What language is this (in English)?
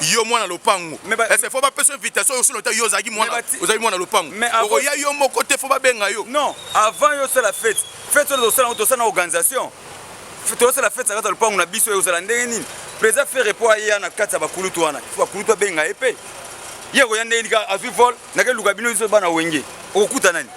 Lingala